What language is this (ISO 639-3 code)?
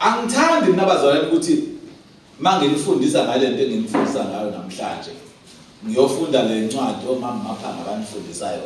zul